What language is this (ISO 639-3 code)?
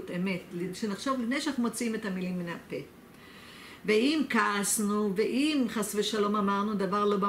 heb